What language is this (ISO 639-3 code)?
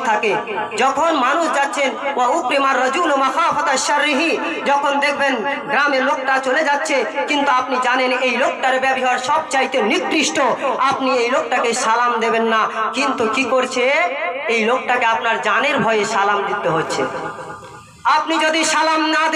ben